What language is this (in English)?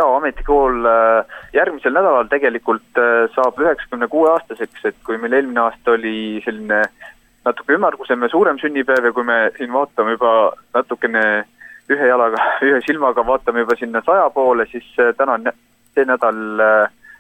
Estonian